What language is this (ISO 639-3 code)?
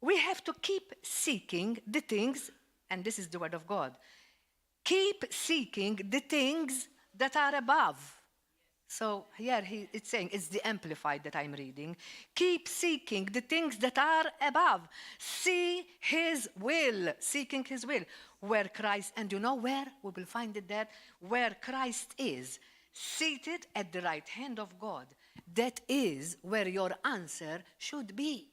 eng